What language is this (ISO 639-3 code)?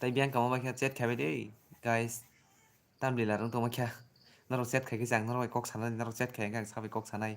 trp